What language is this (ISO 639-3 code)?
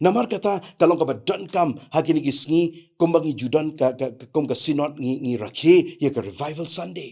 kha